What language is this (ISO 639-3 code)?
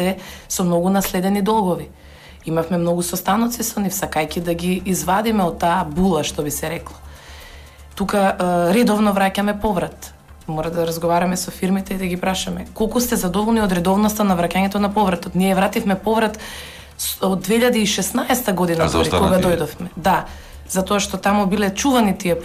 mkd